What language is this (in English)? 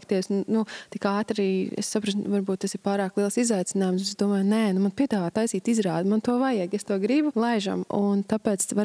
Latvian